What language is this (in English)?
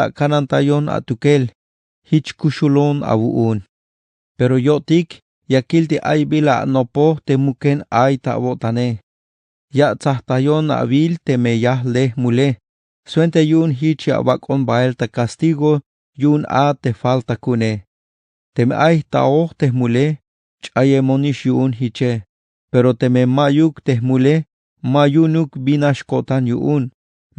Tzeltal